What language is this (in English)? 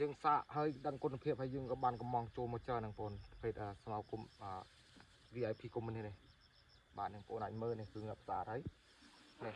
Khmer